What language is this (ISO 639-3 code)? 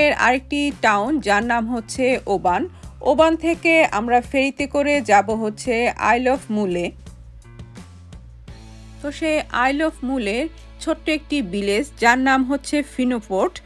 ben